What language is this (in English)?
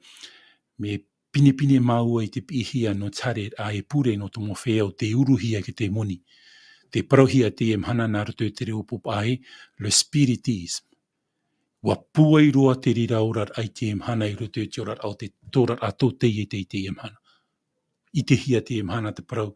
Tahitian